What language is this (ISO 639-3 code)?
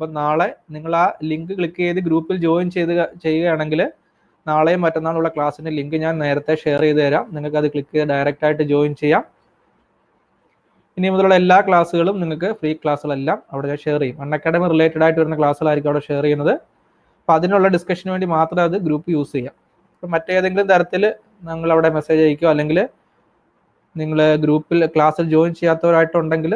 mal